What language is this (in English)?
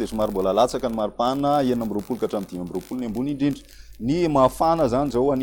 Malagasy